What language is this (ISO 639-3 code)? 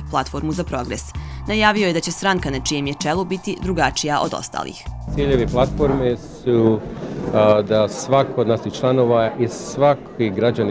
bos